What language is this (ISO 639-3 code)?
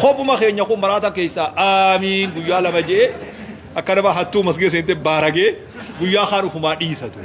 orm